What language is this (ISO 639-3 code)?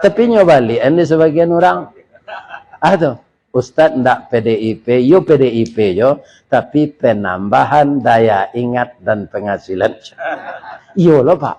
min